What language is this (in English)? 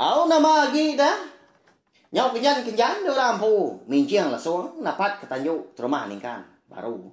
Iban